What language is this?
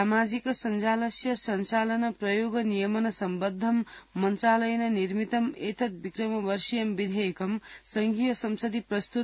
Sanskrit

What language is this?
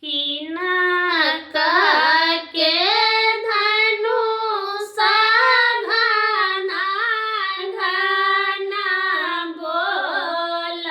Maithili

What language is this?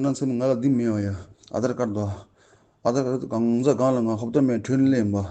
Tibetan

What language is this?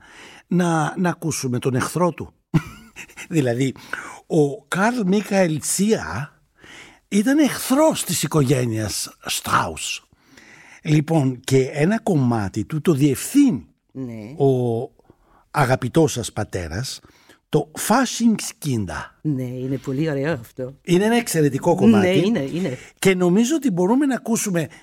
Greek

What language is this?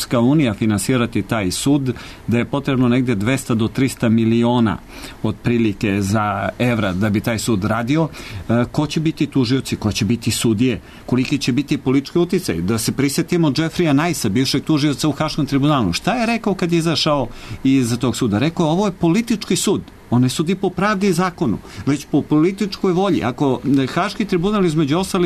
Serbian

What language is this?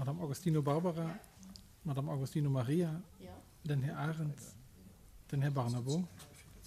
Luxembourgish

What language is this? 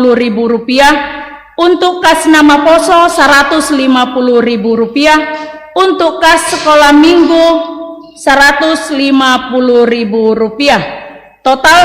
Batak Simalungun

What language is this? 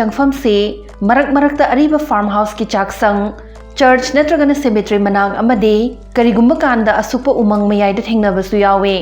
Manipuri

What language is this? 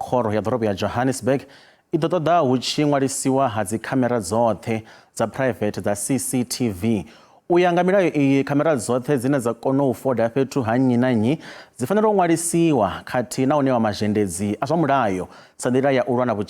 Venda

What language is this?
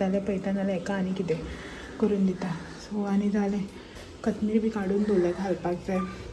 Konkani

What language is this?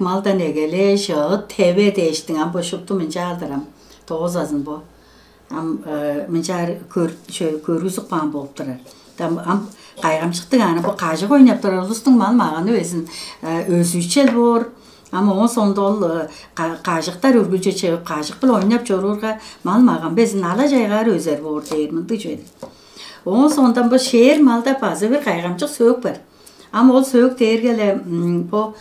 Tuvinian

